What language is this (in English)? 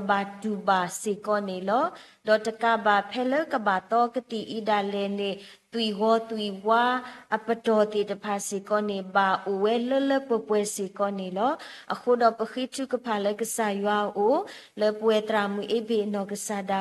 S'gaw Karen